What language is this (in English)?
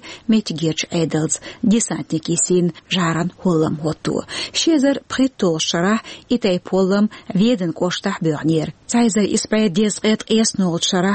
Chechen